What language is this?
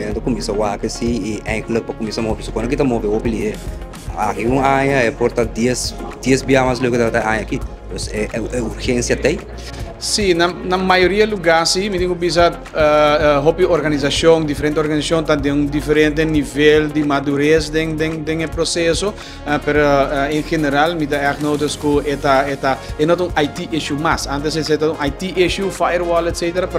Papiamento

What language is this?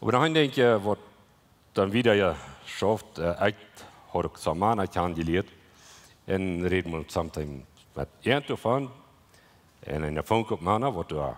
Plautdietsch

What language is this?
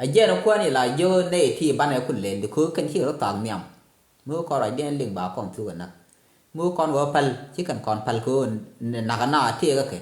Nuer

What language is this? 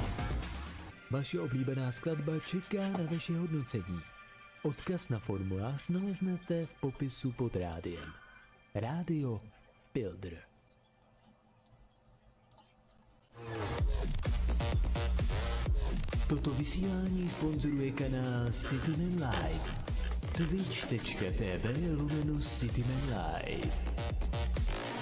Czech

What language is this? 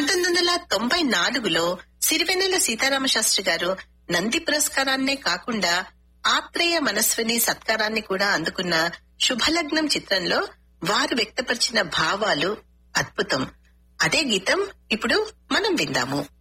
Telugu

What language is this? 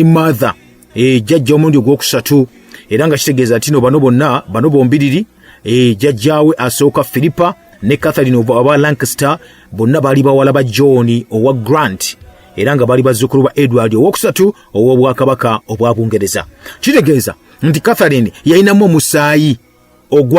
Ganda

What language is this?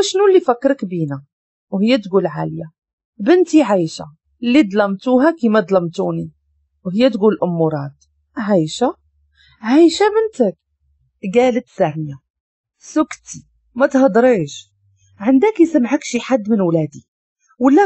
Moroccan Arabic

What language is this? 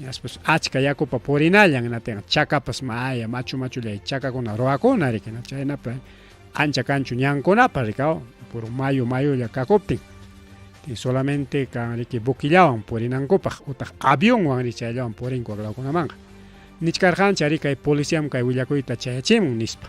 Ayacucho Quechua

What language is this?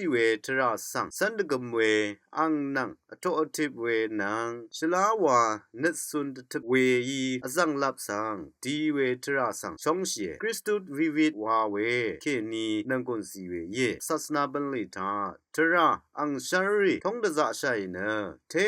Rawang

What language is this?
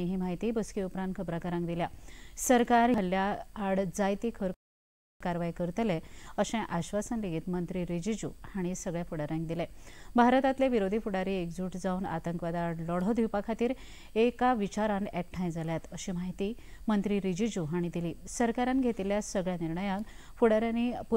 Konkani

